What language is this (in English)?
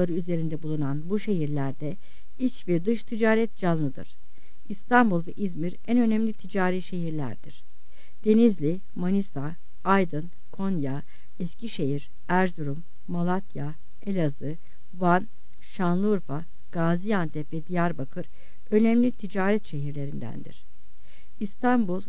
Turkish